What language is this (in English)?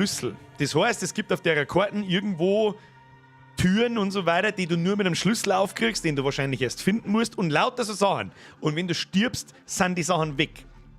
Bavarian